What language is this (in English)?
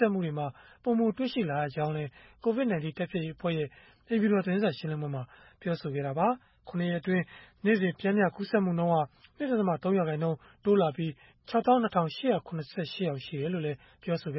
Burmese